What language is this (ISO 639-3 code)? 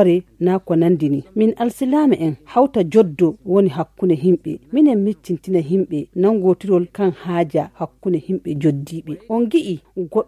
fuv